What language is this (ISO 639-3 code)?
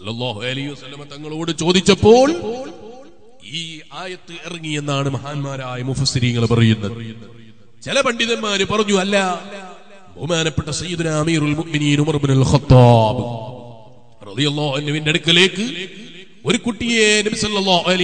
mal